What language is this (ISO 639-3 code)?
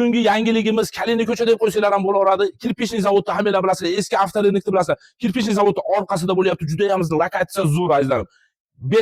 uzb